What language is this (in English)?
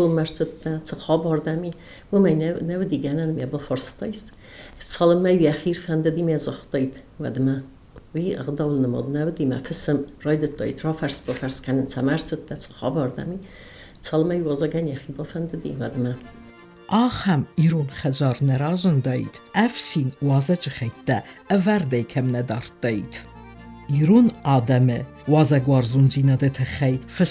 Ossetic